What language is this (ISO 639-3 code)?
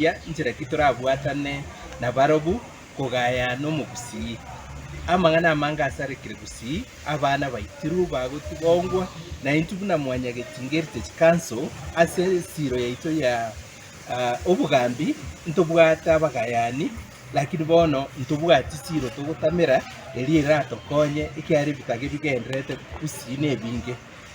guz